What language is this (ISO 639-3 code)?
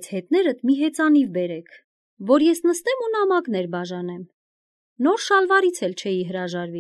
hye